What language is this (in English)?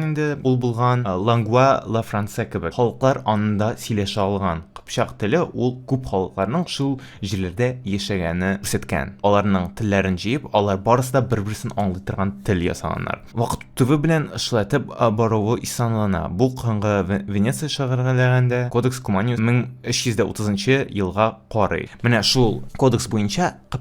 Tatar